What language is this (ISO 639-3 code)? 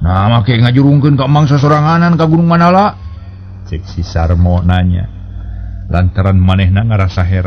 sun